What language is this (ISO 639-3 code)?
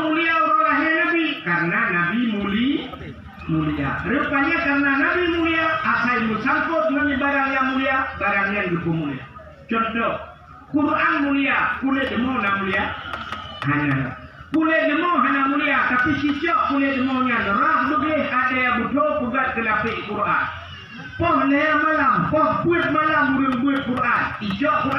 ace